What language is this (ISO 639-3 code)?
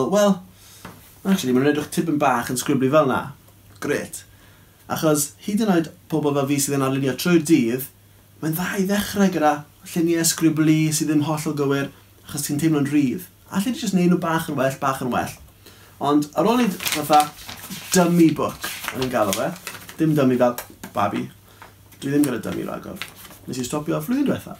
cym